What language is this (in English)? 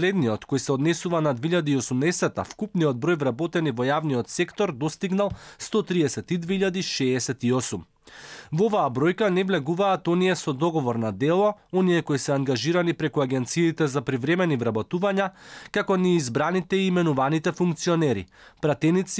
Macedonian